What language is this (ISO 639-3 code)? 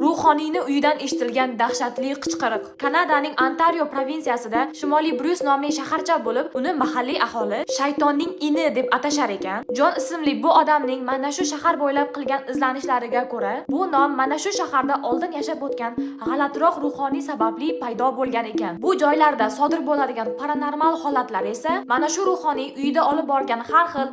uzb